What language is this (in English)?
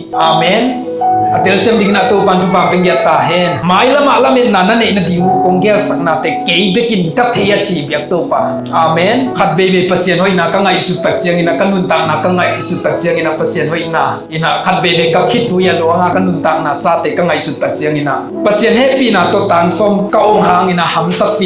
Tedim Chin